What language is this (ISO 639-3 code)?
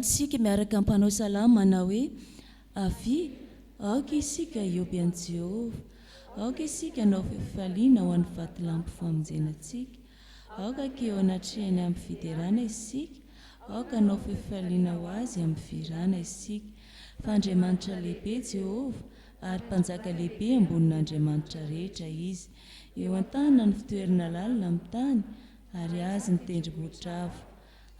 mlg